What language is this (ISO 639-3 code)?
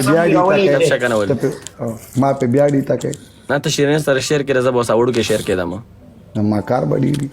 pus